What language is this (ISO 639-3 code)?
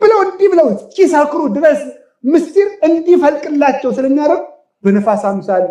amh